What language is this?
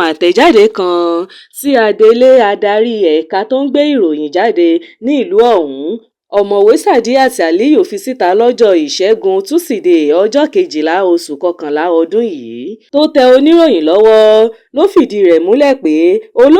Yoruba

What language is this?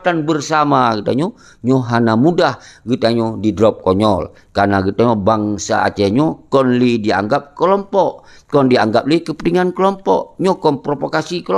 Achinese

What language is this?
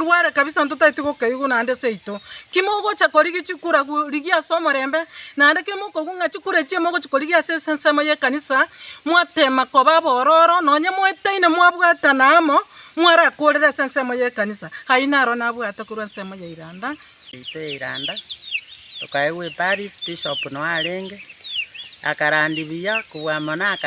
Gusii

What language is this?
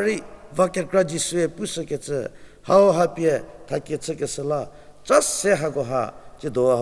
Angami Naga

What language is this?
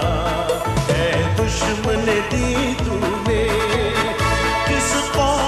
Urdu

